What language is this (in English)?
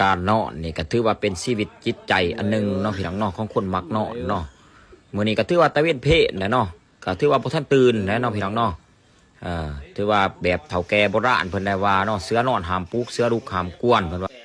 Lao